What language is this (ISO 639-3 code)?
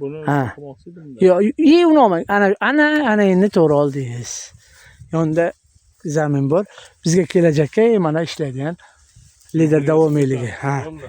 uzb